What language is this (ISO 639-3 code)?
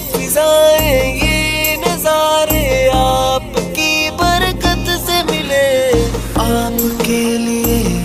urd